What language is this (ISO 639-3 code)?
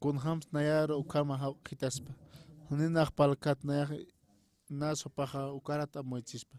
aym